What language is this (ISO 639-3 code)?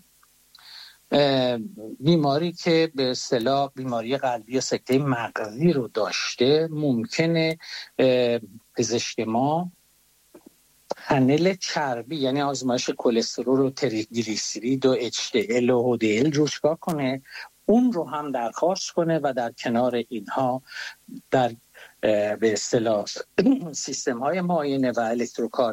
fas